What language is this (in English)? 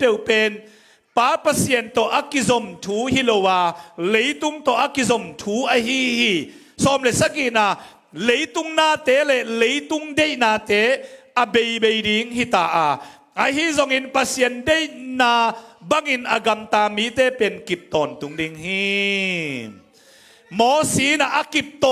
Tedim Chin